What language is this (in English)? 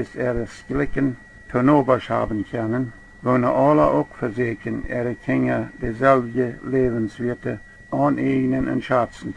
Plautdietsch